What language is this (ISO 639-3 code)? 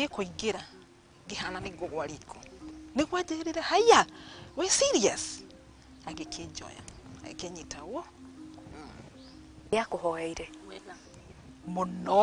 kik